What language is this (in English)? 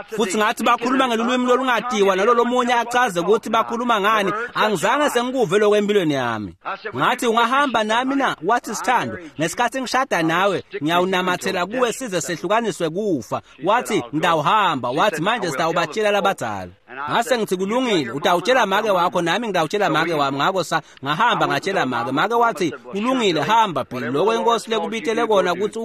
Swati